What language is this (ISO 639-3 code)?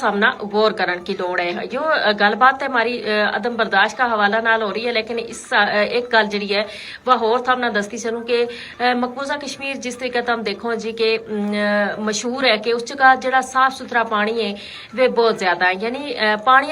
gju